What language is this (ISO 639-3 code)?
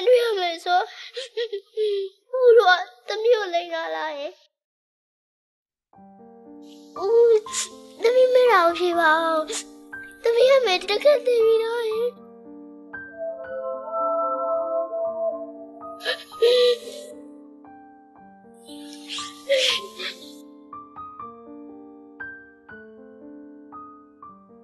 mya